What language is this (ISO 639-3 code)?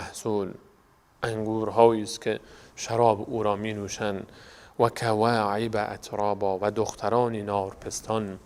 fas